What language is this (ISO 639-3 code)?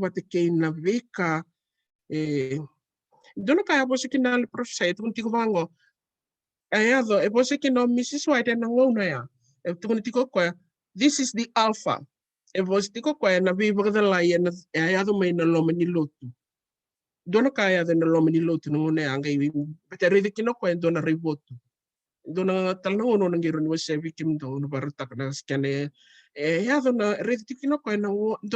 fij